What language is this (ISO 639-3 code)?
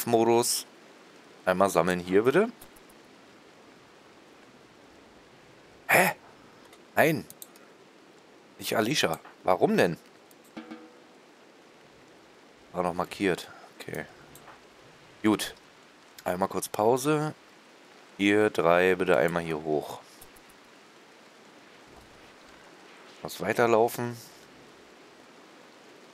deu